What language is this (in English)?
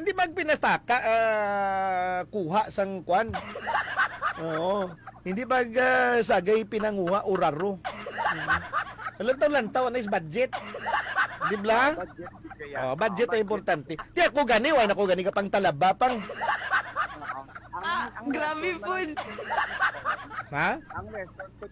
Hiligaynon